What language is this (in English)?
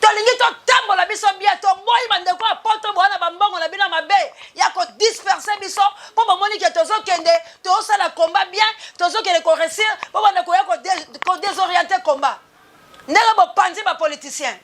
Lingala